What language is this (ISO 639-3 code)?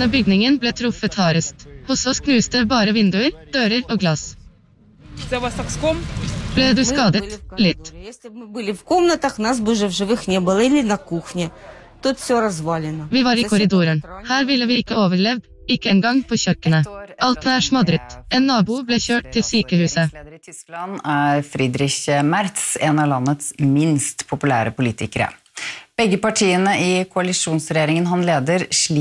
nor